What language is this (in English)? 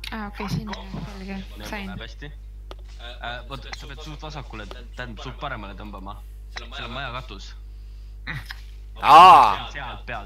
Estonian